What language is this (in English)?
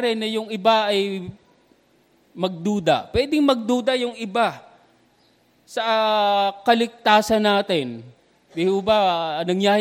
Filipino